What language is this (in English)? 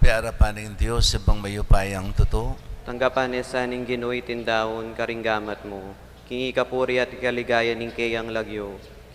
Pampanga